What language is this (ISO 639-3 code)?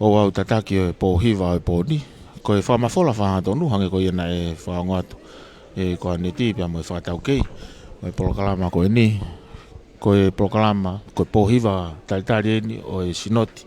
ton